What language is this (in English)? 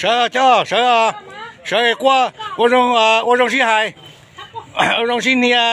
Hmong